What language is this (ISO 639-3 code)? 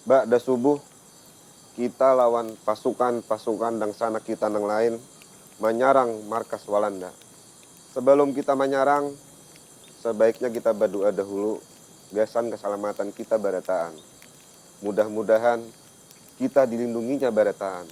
bjn